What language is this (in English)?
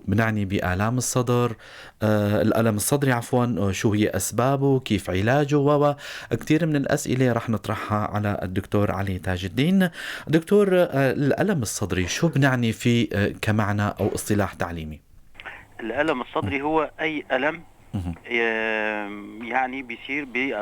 North Levantine Arabic